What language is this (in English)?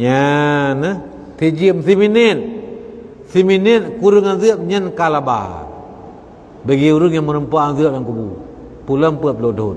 Achinese